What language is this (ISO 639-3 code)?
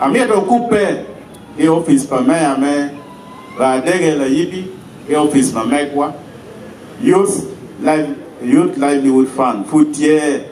ach